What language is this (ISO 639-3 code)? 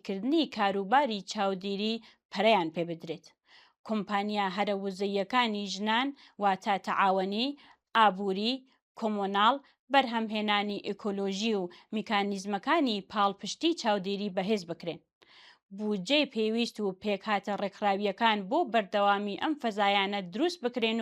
ckb